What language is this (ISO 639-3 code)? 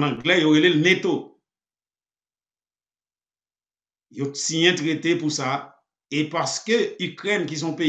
fra